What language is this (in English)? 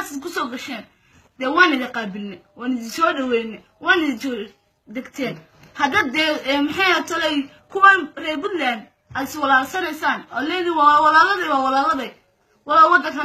Somali